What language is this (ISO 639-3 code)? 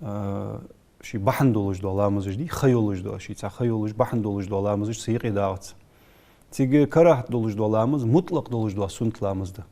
inh